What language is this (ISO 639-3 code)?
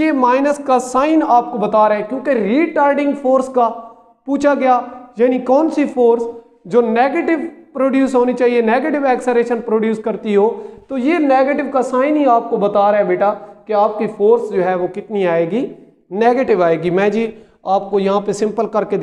hin